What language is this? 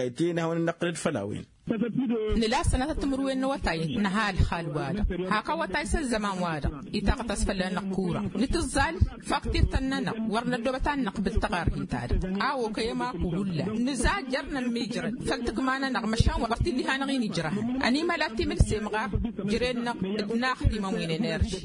Tamasheq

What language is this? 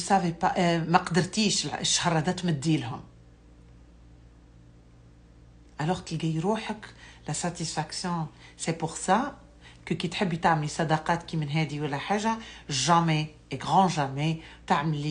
Algerian Arabic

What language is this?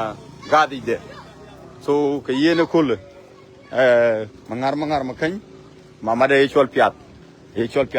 Dinka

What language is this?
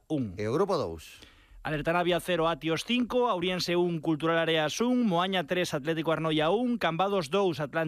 Galician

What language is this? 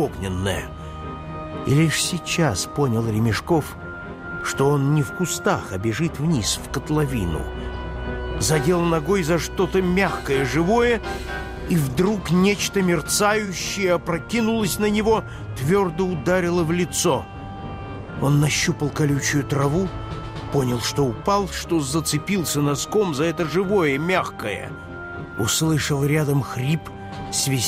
Russian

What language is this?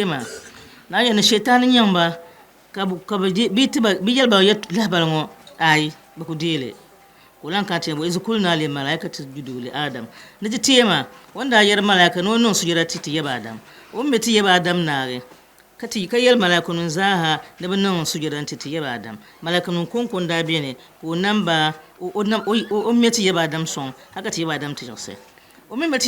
Dagbani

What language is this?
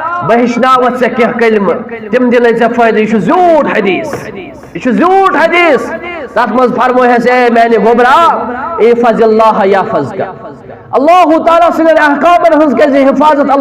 Kashmiri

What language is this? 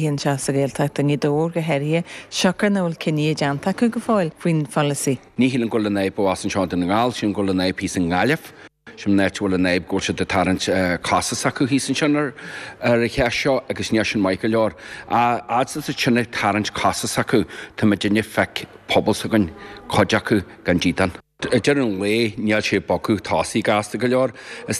Irish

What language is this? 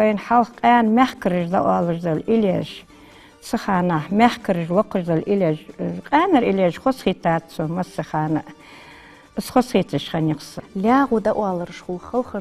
Ingush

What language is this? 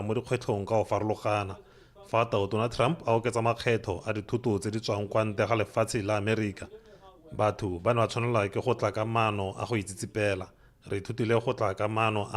Tswana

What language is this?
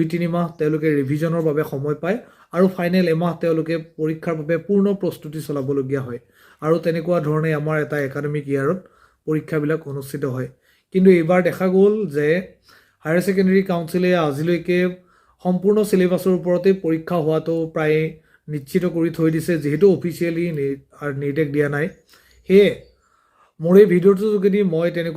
Assamese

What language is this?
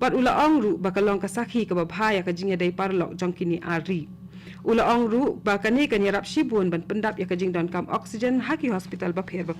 Khasi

